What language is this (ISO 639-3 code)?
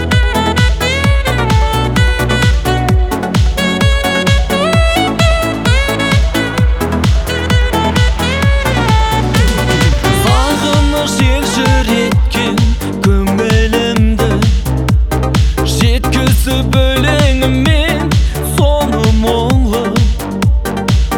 kaz